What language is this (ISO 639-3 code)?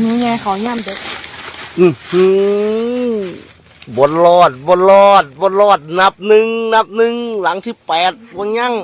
tts